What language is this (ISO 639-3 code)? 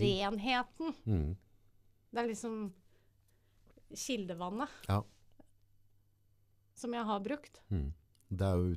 nor